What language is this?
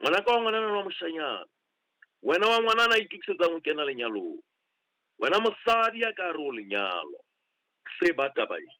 Southern Sotho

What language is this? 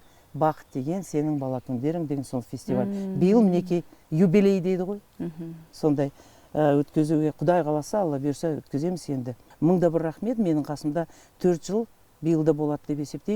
Kazakh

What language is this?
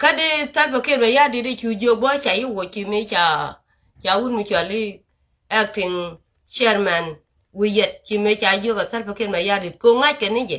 Nuer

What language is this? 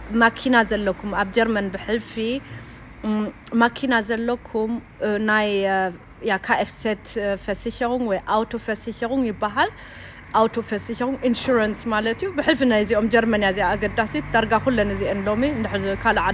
Tigrinya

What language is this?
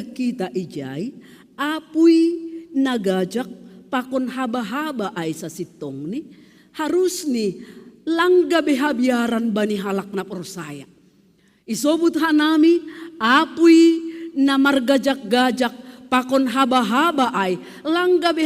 Batak Simalungun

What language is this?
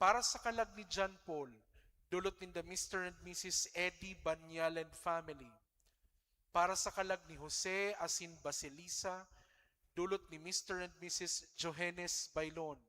Bikol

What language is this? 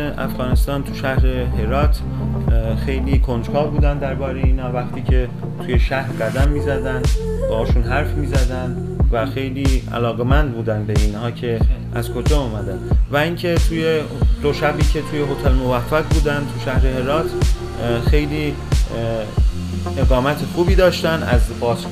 Persian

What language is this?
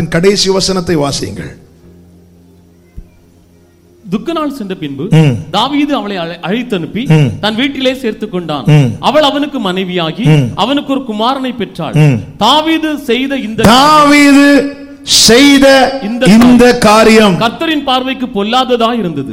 Tamil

